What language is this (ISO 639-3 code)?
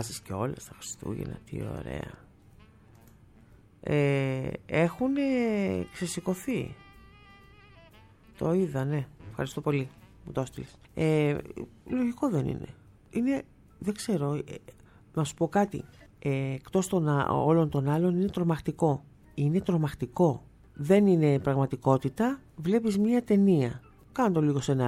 ell